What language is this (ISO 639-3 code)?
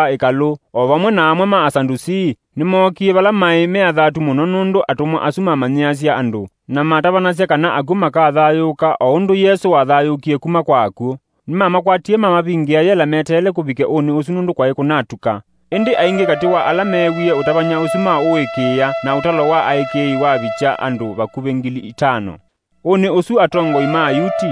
kam